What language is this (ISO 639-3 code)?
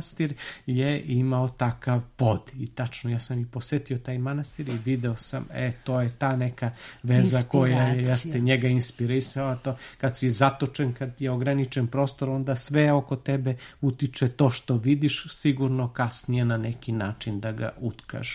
srp